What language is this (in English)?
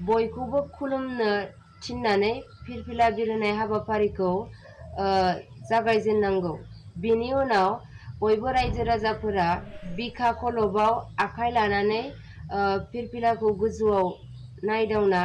Bodo